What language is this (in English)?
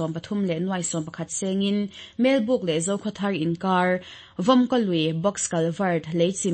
Mizo